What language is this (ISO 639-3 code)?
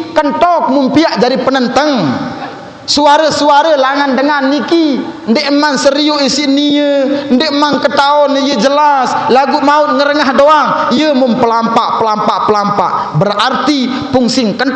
sas